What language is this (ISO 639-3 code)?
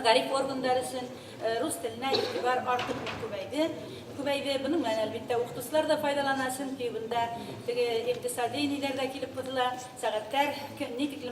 bak